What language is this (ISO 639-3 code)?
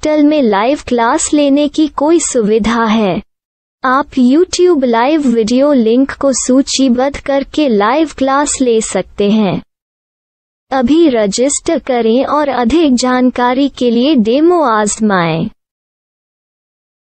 hin